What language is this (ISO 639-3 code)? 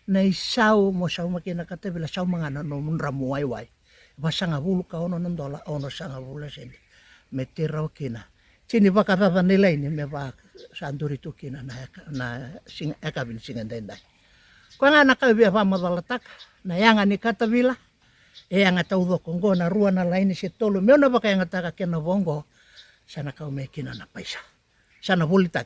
fij